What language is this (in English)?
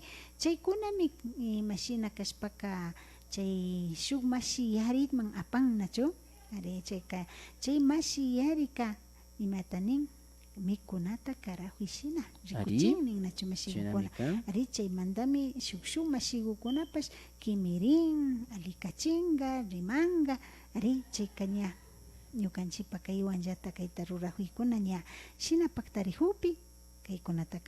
Imbabura Highland Quichua